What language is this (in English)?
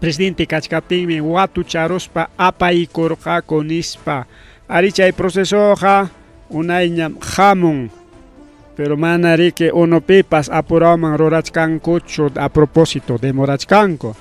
Ayacucho Quechua